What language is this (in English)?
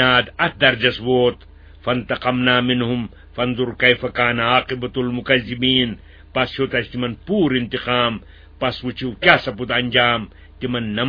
Kashmiri